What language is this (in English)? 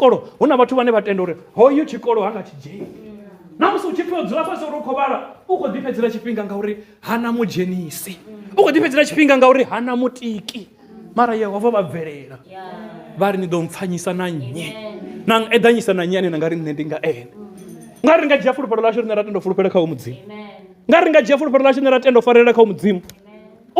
Venda